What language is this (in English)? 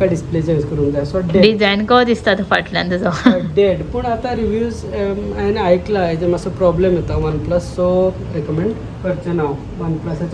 Konkani